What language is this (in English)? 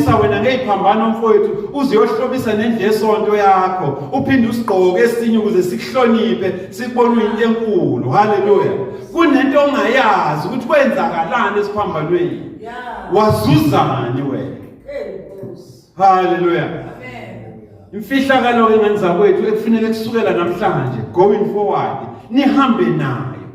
Zulu